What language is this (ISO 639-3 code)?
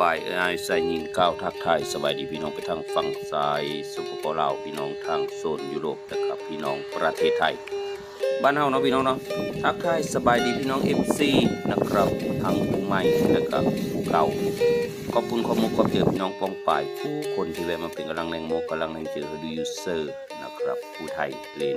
tts